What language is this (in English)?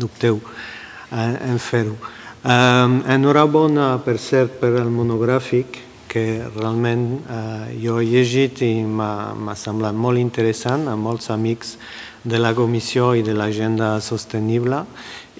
Catalan